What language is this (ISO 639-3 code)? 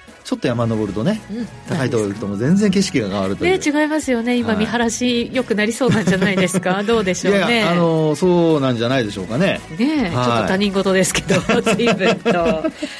jpn